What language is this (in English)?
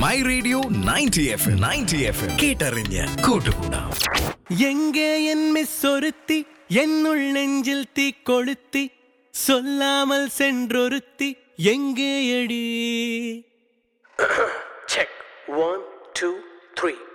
Malayalam